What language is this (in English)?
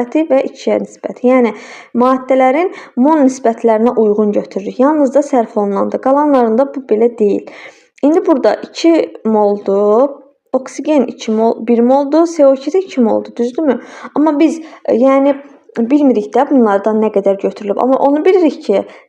Azerbaijani